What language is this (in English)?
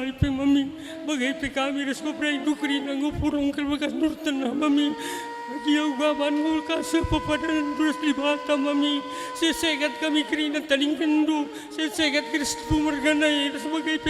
Batak Karo